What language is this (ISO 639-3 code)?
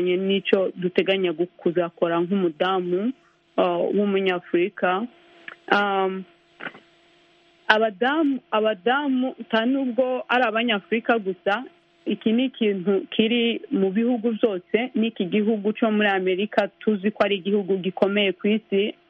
kin